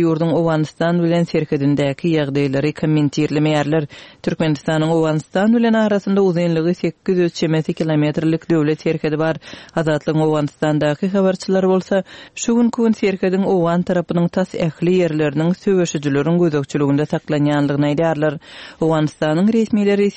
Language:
Turkmen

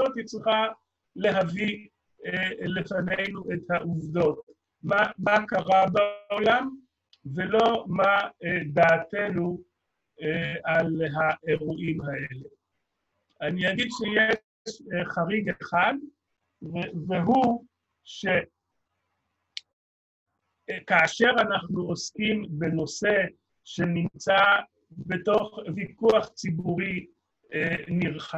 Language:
Hebrew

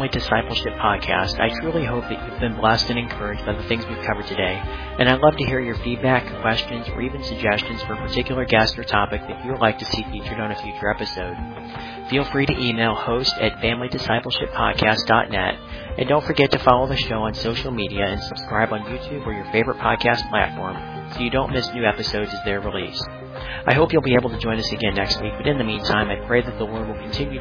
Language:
English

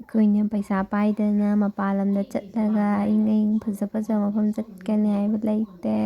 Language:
Manipuri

